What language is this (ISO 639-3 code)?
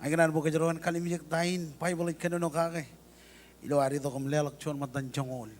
mah